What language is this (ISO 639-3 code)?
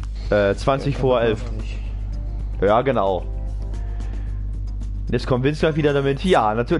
deu